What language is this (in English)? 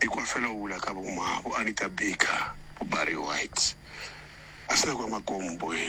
Northern Sotho